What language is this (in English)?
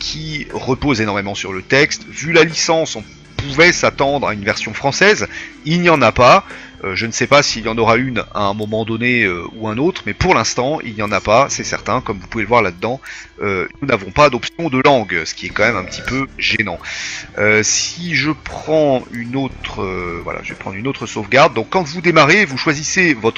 French